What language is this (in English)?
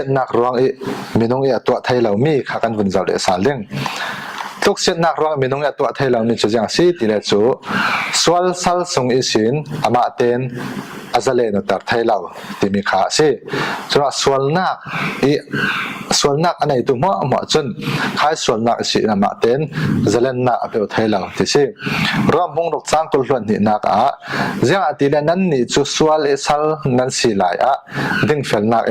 Falam Chin